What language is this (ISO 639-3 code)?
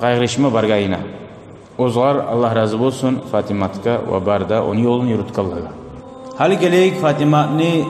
kum